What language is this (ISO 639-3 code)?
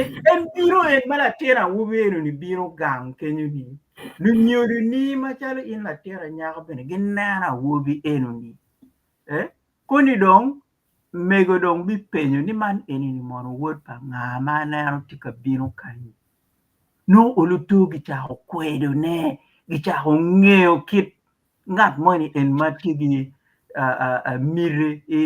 ach